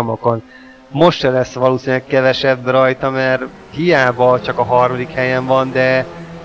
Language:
Hungarian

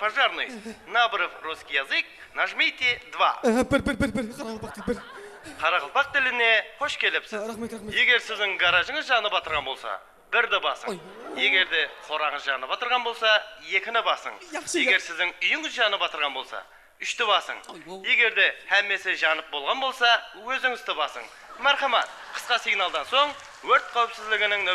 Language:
Kara-Kalpak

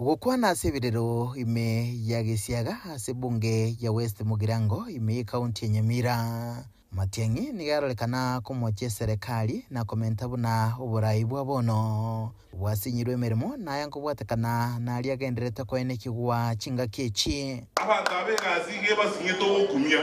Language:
Gusii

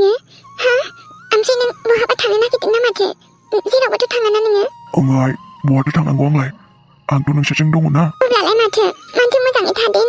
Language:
Bodo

